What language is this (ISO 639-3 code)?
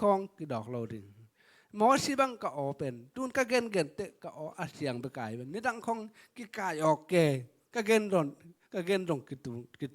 ctd